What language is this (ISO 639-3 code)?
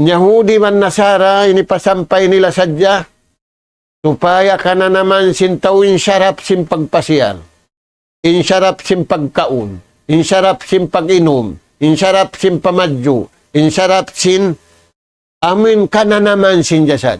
tsg